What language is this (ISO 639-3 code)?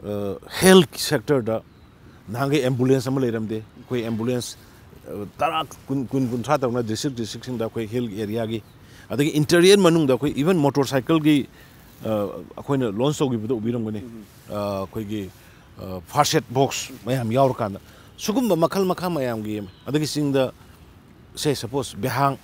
mni